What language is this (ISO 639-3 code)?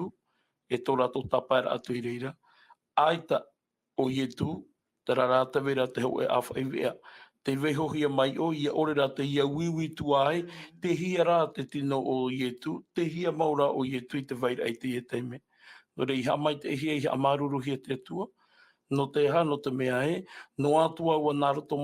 tah